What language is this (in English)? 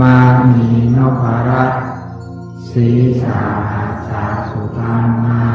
Pali